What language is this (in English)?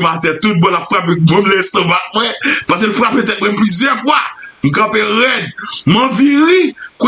Haitian Creole